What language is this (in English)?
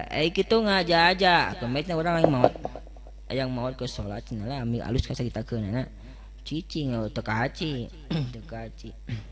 Sundanese